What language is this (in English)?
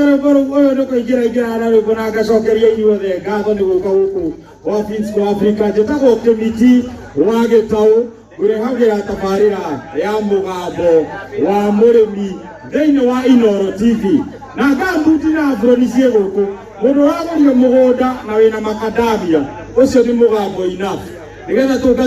Kikuyu